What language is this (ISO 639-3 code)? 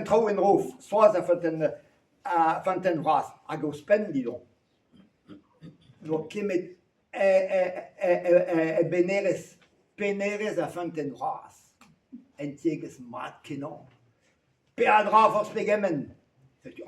bre